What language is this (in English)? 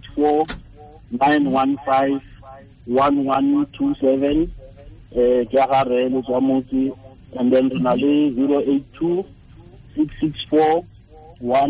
Tswana